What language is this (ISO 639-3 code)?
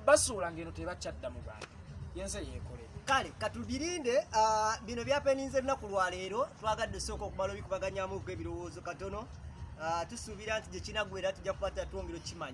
lug